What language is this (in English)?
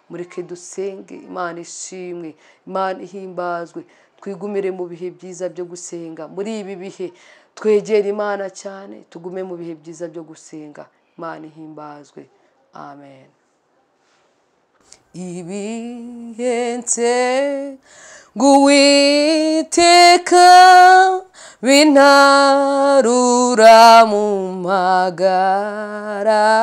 Kinyarwanda